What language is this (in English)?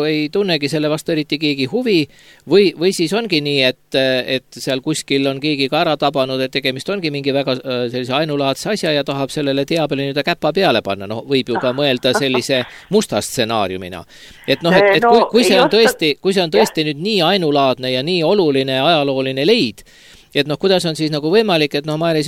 Estonian